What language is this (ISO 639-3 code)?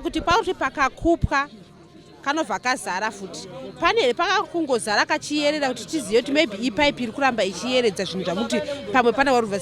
sna